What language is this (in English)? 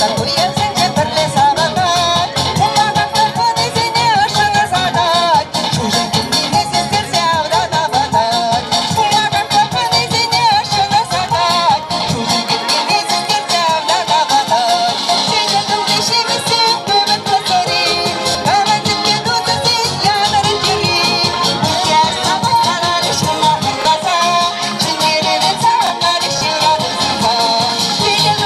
Chuvash